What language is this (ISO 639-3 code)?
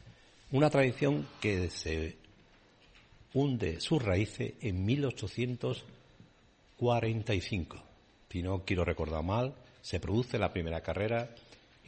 spa